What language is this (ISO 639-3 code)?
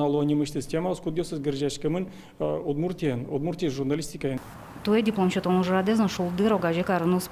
udm